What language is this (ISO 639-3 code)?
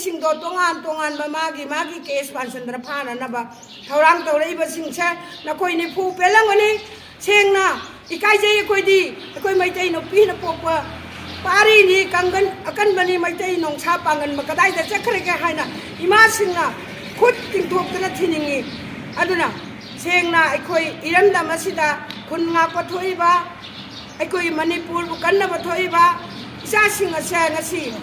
mni